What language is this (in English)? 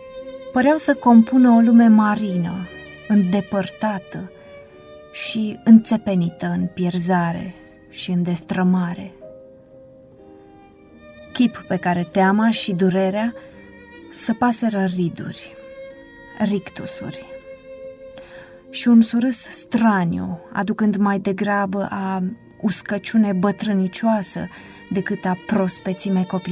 Romanian